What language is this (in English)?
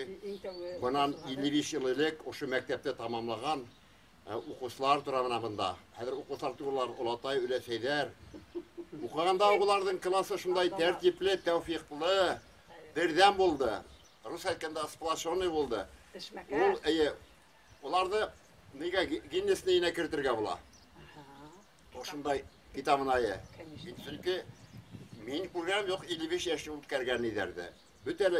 Bashkir